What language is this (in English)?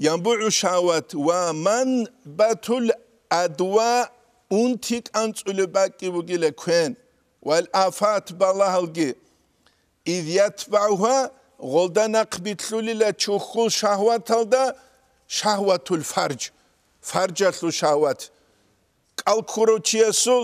Avaric